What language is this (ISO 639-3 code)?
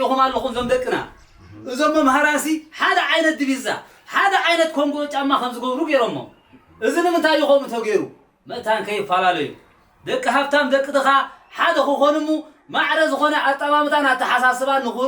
tir